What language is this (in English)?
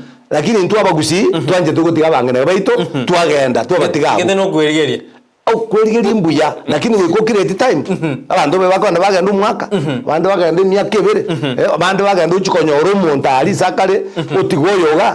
Gusii